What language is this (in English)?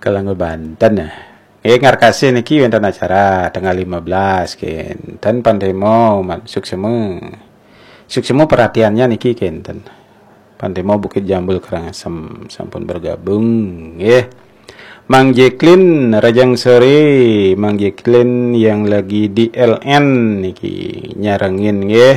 Balinese